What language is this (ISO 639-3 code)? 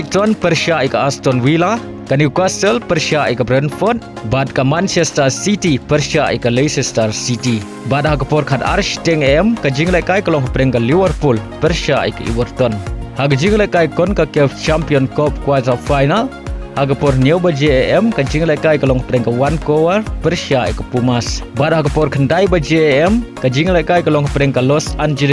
kha